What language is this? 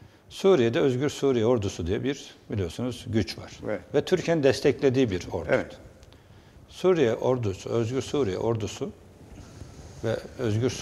Turkish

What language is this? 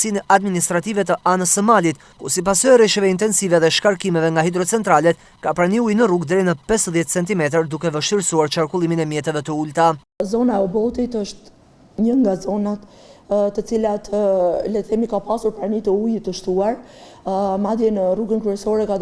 Albanian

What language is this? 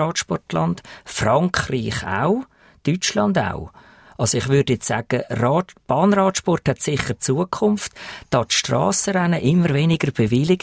German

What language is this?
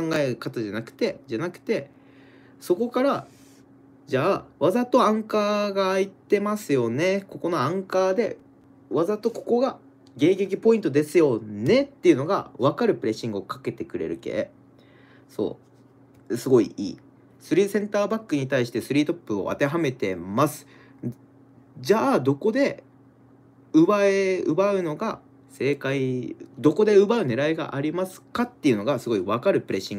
Japanese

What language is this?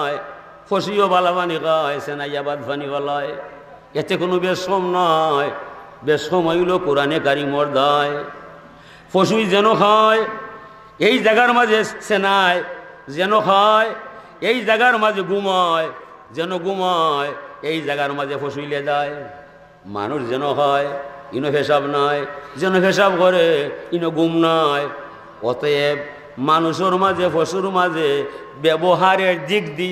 Sylheti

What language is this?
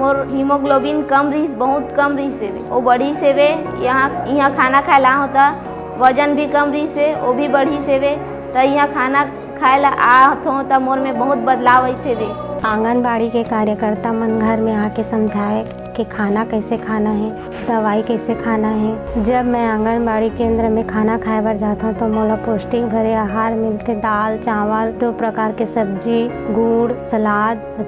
Chhattisgarhi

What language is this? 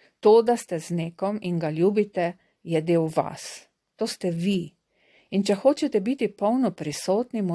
Slovenian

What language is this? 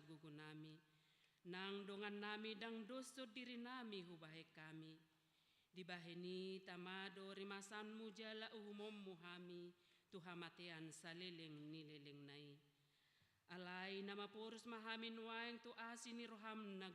Batak Toba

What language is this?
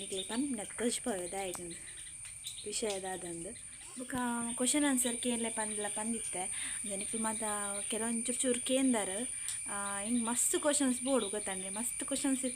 Tulu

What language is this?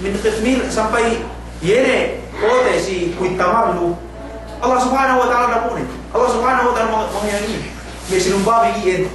Yakan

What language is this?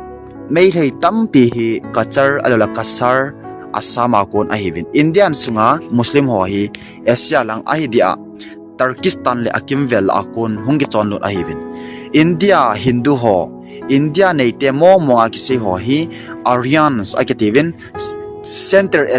Thado Chin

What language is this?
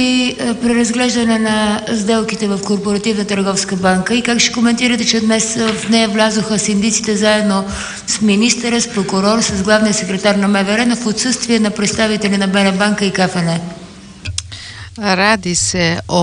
Bulgarian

